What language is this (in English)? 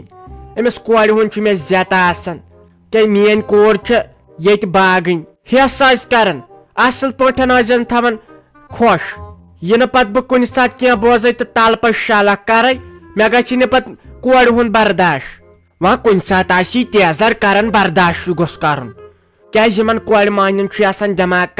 Kashmiri